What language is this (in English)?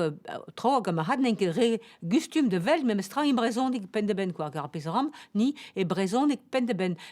Breton